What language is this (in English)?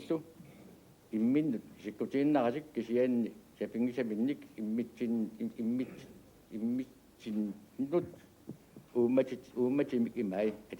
Kalaallisut